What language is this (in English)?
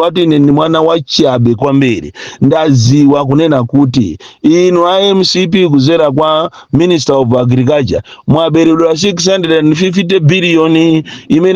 Nyanja